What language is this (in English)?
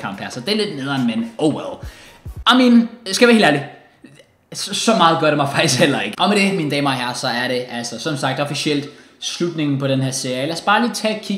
Danish